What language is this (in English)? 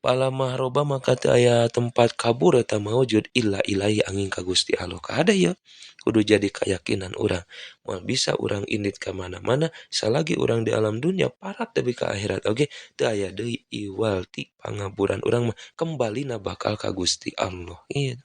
Sundanese